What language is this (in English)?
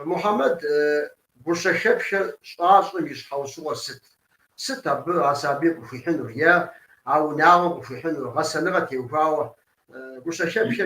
Kabardian